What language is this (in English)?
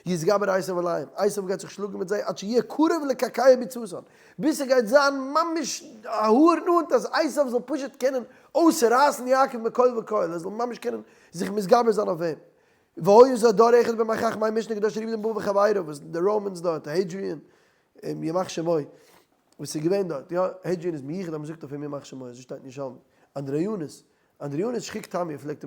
Yiddish